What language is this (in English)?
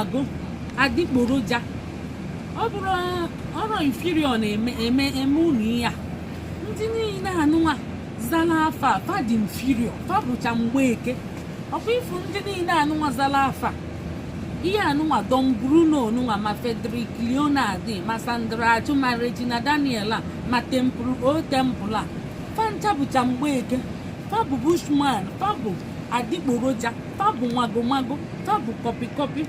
Igbo